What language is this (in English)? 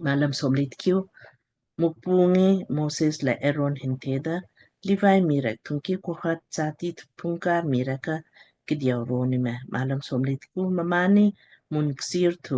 Lamkang